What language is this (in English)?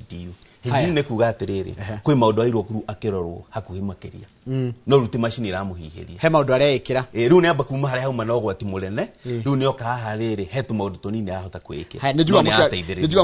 Kikuyu